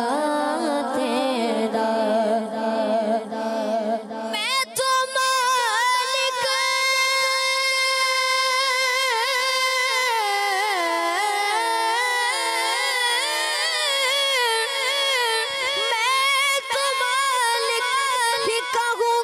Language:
Hindi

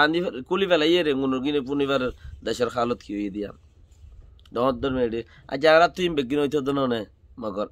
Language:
Rohingya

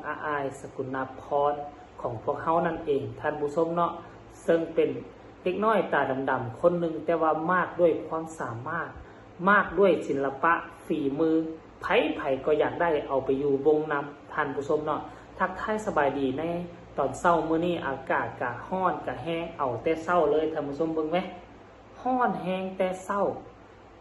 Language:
Northeastern Thai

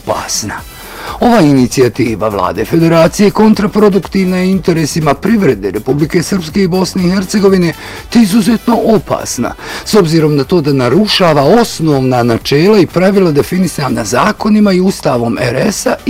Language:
Bosnian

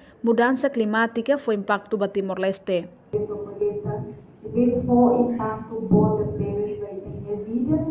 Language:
Tetum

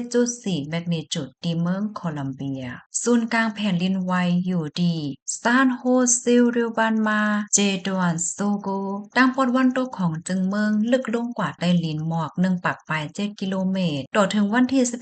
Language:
Shan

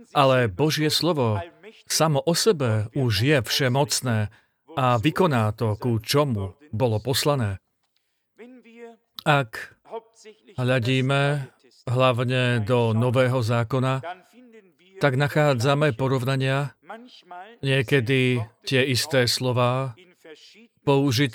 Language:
Slovak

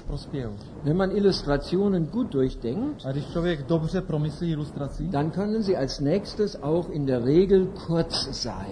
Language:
Czech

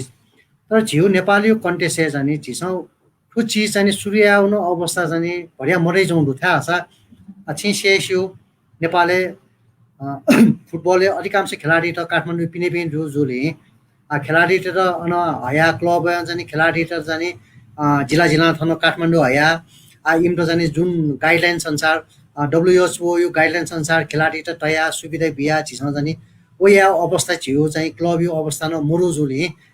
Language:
Newari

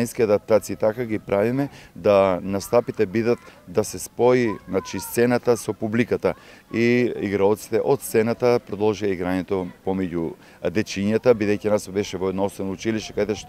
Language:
Macedonian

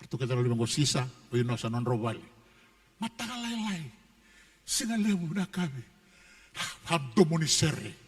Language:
Fijian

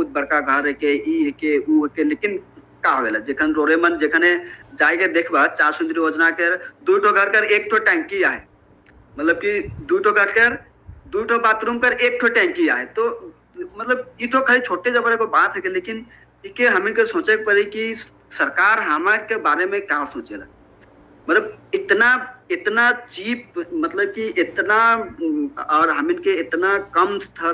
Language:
Sadri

